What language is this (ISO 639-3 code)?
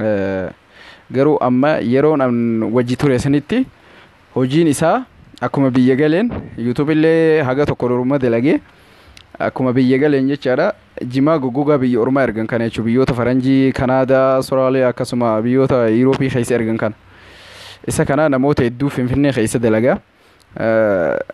orm